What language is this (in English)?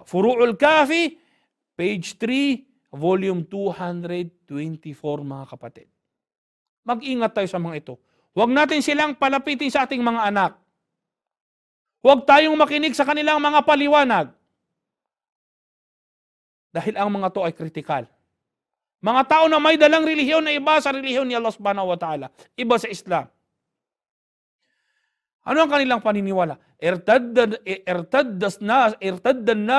Filipino